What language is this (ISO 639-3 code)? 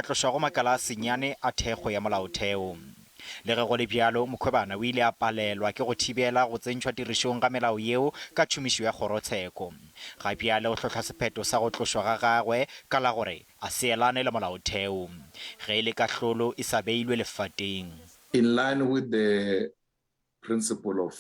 nso